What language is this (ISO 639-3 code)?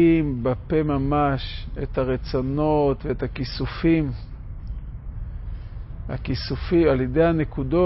heb